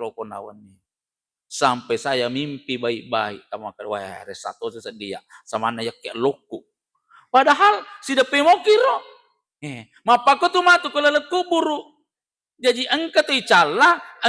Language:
Buginese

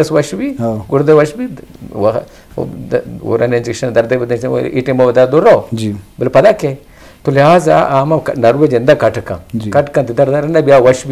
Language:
Eastern Balochi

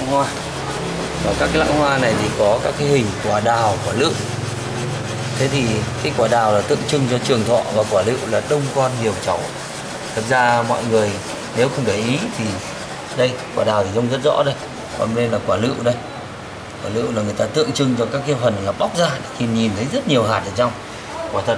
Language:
Vietnamese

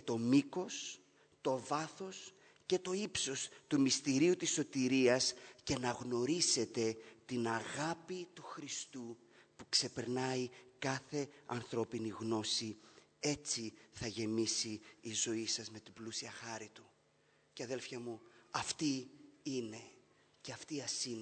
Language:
Greek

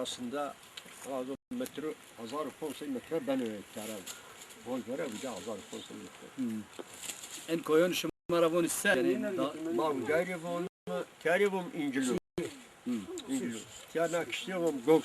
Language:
Zaza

